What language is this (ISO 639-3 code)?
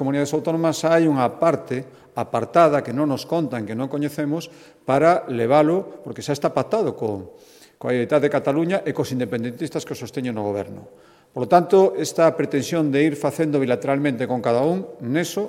glg